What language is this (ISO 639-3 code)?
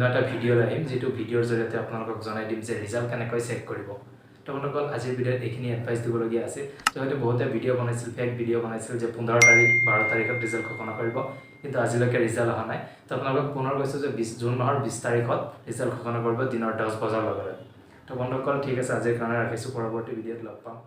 asm